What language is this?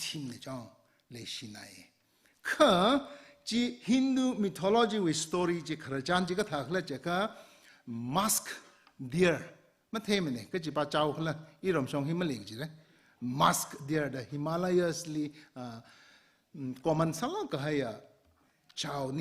Tangkhul Naga (India)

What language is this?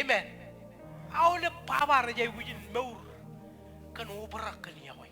Marshallese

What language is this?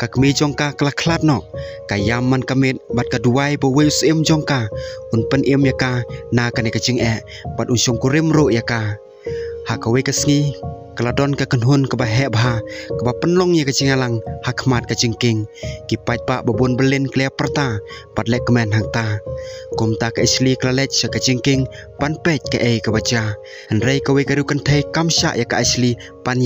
Khasi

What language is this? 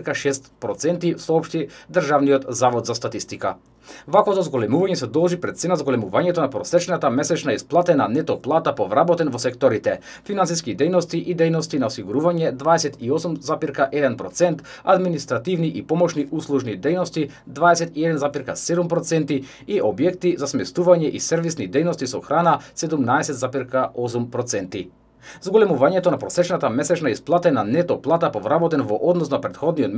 Macedonian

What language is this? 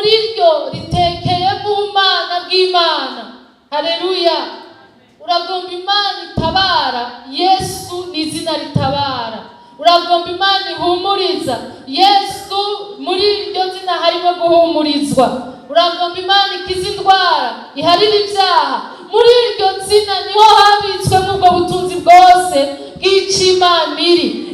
Rundi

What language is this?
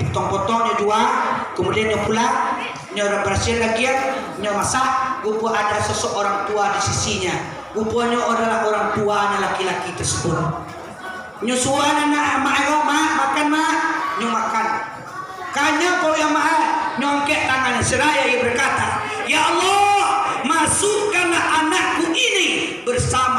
Minangkabau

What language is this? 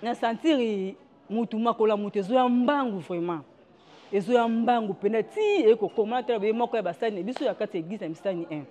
Lingala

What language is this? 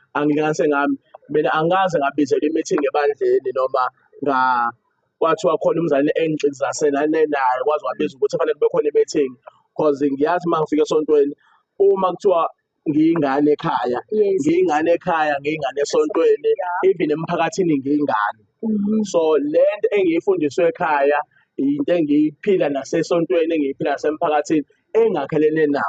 Zulu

